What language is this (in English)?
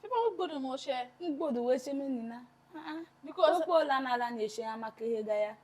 Tiv